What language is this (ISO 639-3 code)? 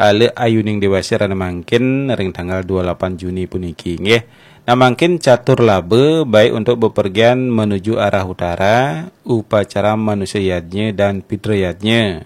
ban